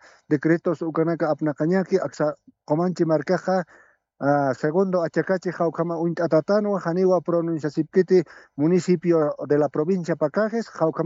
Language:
Aymara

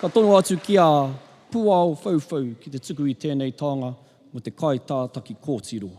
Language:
Māori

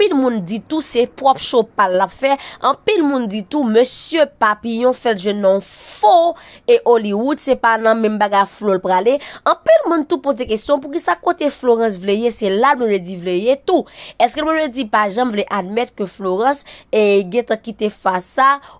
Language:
Haitian Creole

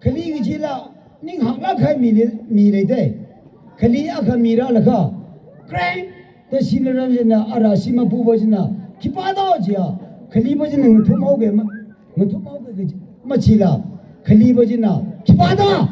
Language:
Tangkhul Naga (India)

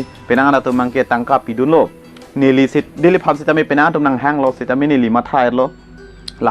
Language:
Karbi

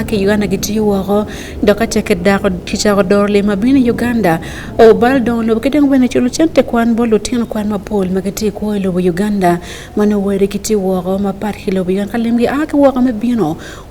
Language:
Acoli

